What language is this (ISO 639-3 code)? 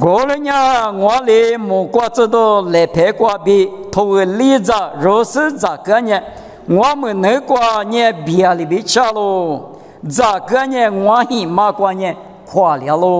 lis